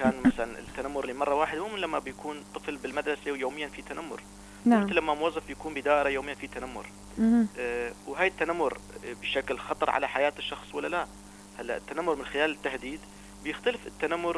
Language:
North Levantine Arabic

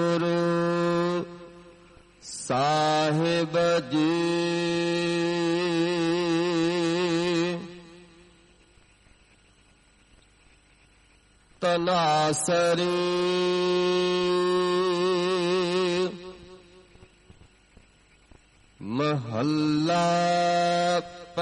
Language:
Punjabi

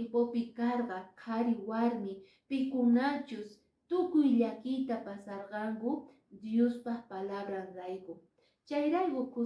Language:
Quechua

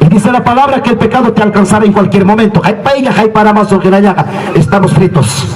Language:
Ayacucho Quechua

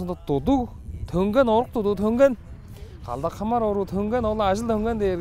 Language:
Tuvinian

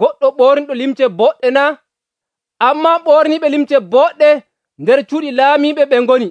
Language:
Nigerian Fulfulde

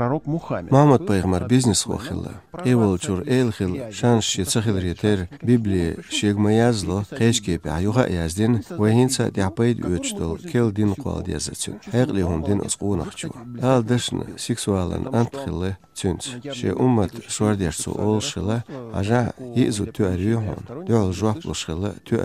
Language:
Chechen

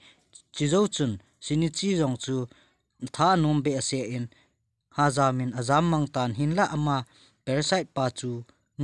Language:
Thado Chin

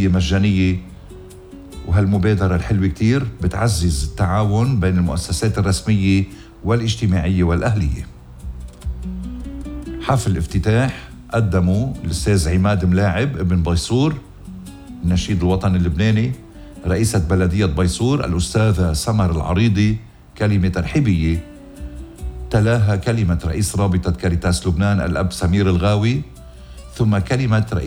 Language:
North Levantine Arabic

